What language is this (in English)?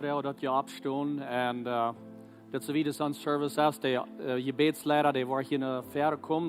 Plautdietsch